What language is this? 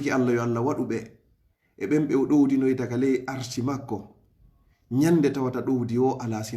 Fula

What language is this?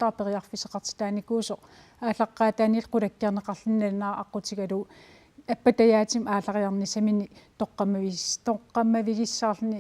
Kalaallisut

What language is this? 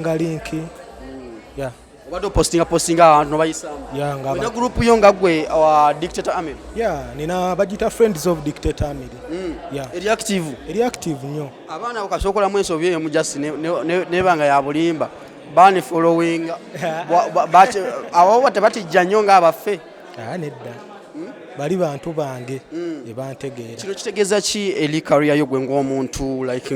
Ganda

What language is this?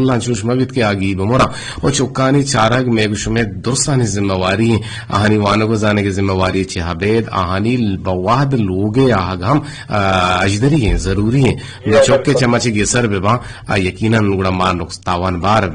Eastern Balochi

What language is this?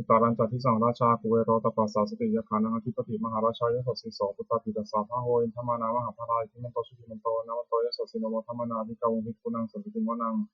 Pali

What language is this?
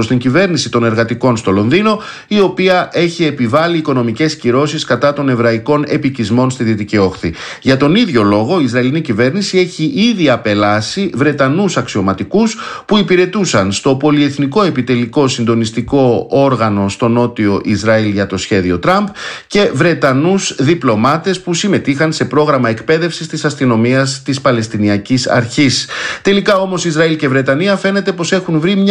Greek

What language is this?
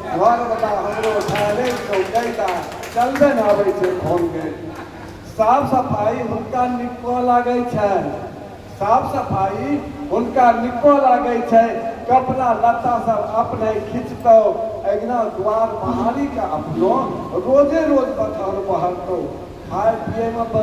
Angika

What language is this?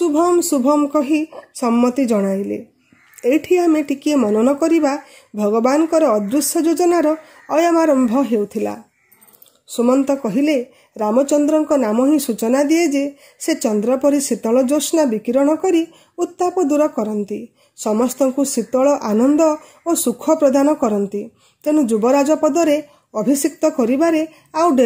Odia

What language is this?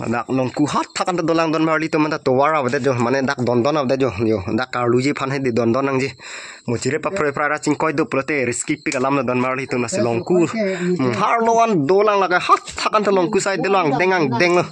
Karbi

